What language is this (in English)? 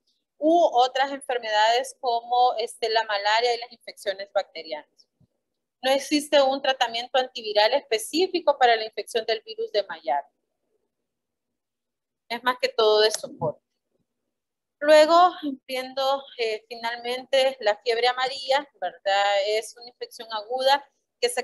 Spanish